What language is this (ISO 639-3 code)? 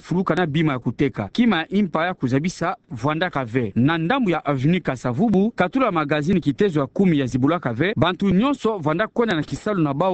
ktu